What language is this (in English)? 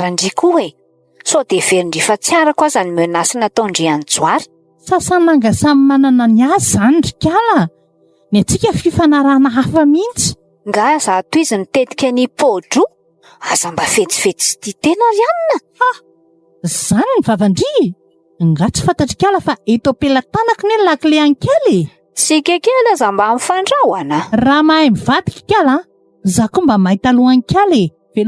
Malagasy